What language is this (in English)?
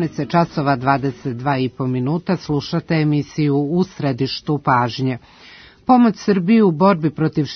Serbian